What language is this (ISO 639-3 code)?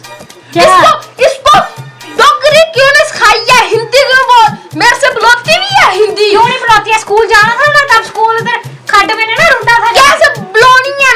doi